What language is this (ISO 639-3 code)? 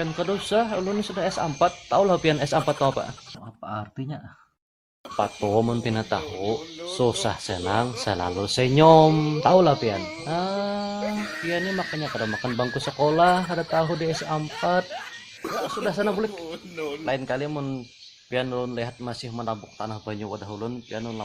bjn